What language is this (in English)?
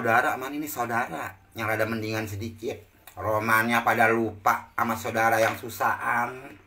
Betawi